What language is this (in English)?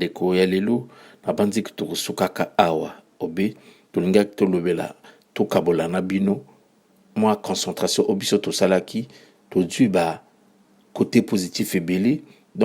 Lingala